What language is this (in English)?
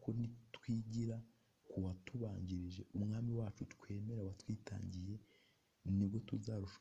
Kinyarwanda